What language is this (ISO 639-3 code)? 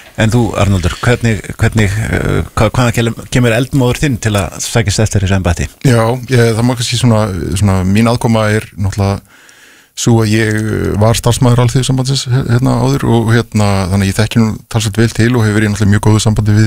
isl